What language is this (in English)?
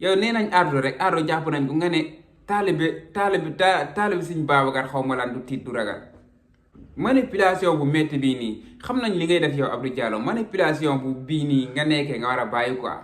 Wolof